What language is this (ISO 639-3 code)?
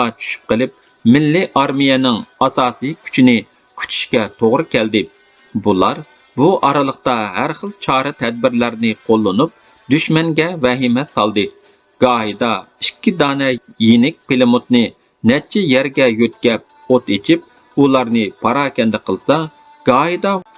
uig